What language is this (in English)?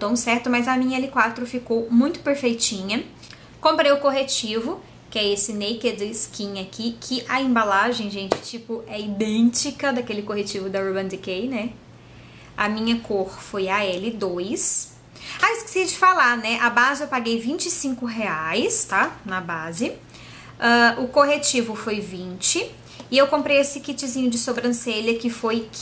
Portuguese